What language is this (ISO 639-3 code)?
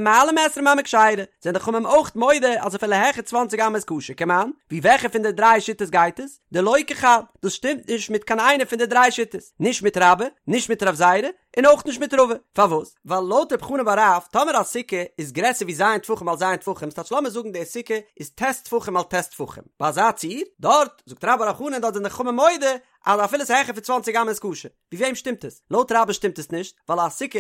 yid